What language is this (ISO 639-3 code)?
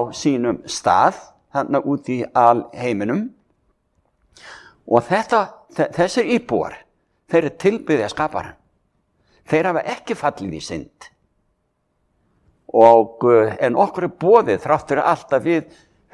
isl